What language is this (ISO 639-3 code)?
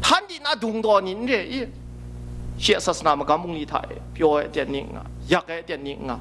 kac